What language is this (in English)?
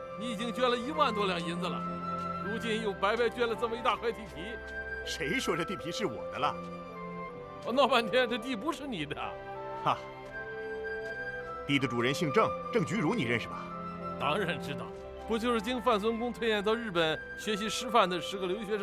Chinese